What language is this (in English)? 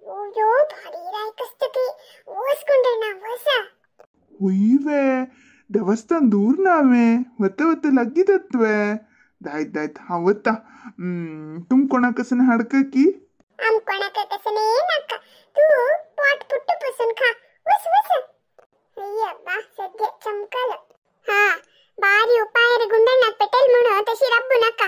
Konkani